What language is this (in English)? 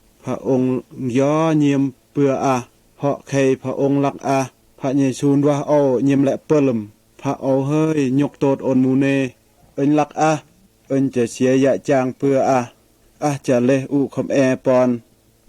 Mal